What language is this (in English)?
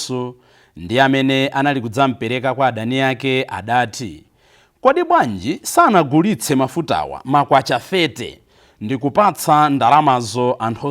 Nyanja